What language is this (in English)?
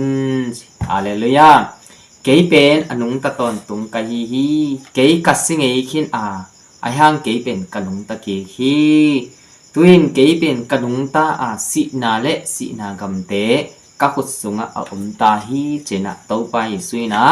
Tedim Chin